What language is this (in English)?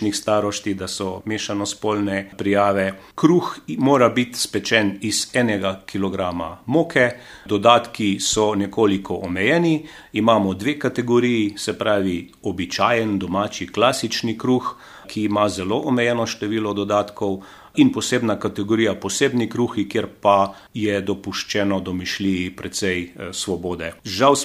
Slovenian